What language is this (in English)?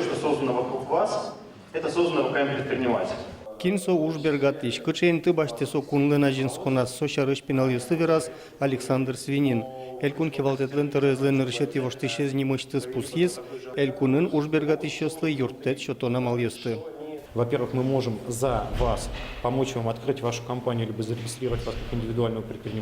Udmurt